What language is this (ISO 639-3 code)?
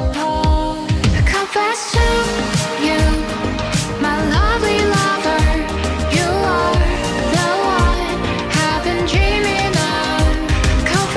fil